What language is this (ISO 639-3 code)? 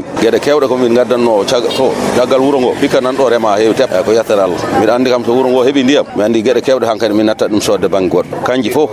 ful